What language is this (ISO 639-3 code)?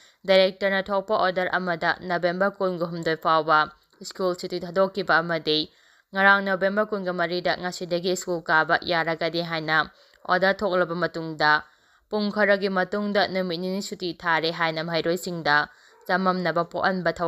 mni